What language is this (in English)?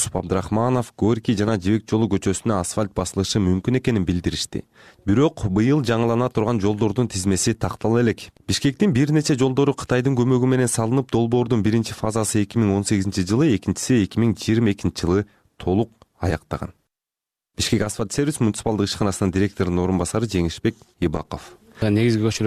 Kyrgyz